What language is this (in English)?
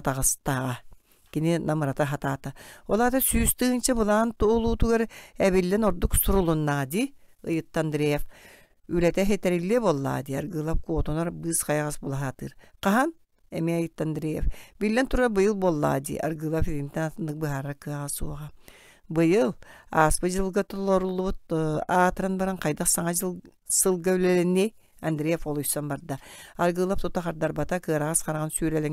Yakut